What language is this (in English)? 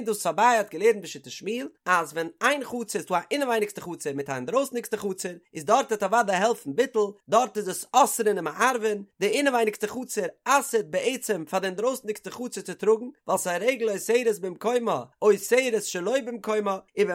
Yiddish